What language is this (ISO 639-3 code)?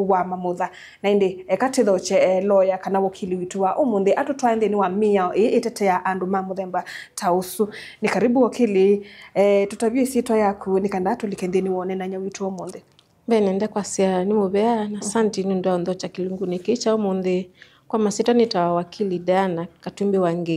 kam